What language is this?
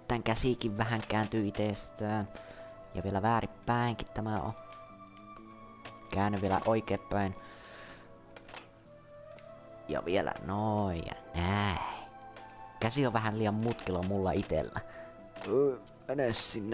Finnish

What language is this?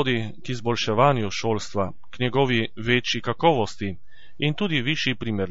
Slovenian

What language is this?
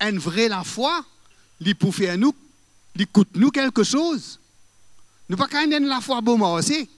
Morisyen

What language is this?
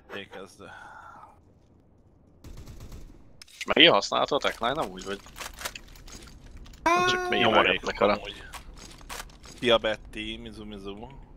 Hungarian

